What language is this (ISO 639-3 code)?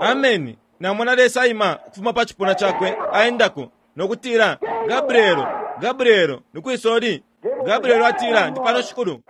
bem